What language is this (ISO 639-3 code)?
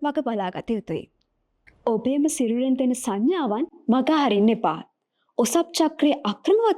sin